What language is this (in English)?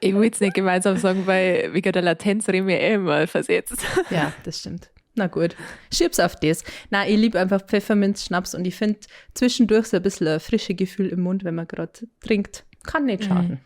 Bavarian